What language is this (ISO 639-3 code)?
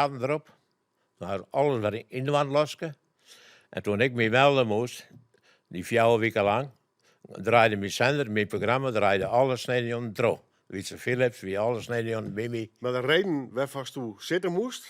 fry